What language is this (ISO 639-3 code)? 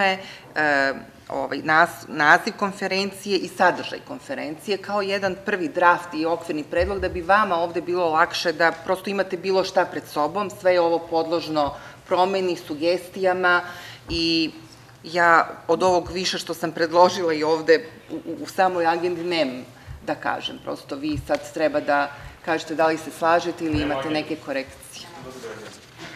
srp